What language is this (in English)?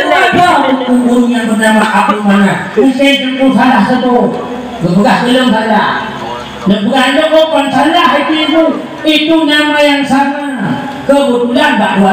Achinese